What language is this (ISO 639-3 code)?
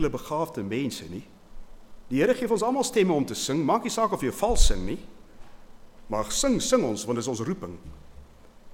afr